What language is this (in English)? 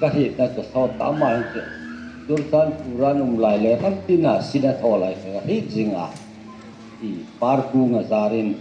Hmar